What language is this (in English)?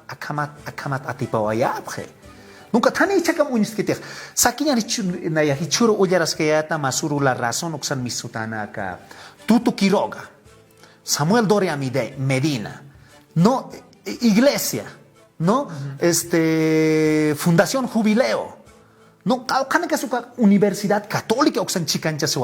Aymara